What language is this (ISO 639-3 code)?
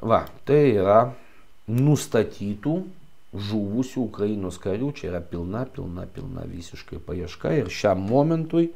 lit